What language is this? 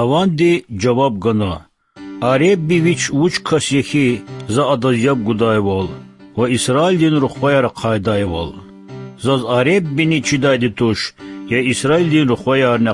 Lezghian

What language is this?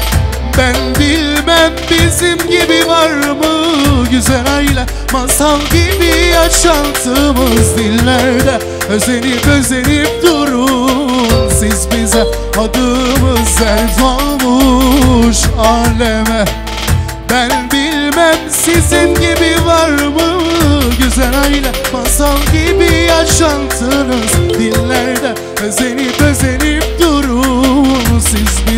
Turkish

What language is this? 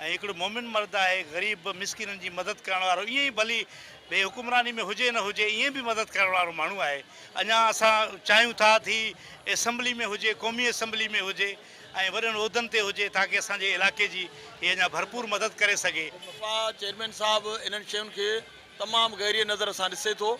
Sindhi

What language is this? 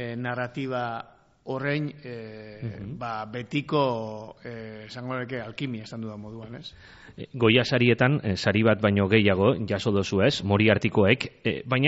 Basque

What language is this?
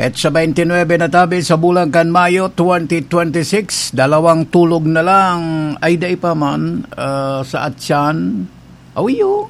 Bikol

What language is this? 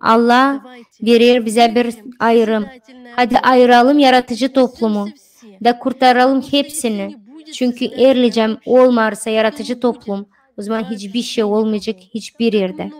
Gagauz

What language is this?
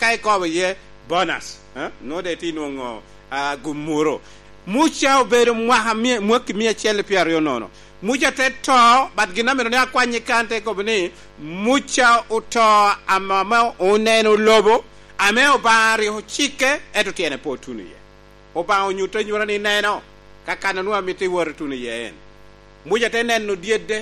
Lango (Uganda)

